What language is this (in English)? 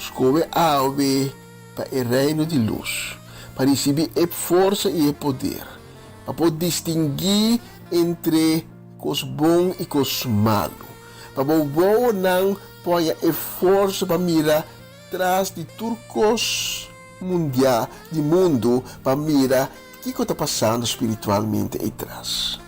Papiamento